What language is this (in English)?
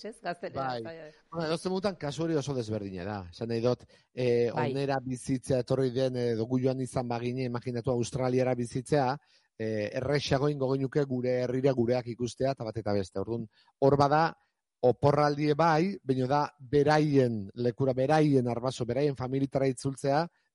Basque